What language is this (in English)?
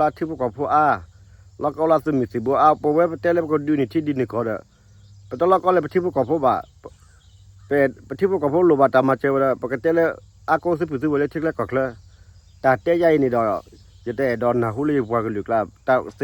S'gaw Karen